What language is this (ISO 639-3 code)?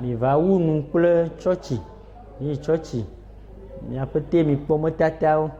ewe